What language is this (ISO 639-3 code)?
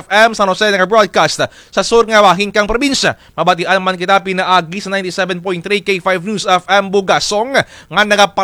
krj